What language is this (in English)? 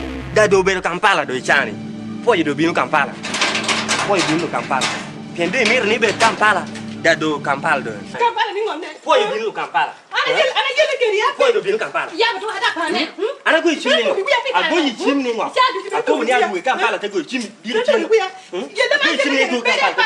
Lango (Uganda)